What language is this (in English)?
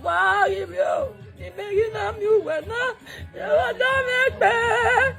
Nigerian Pidgin